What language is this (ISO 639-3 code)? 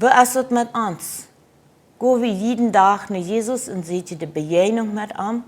pdt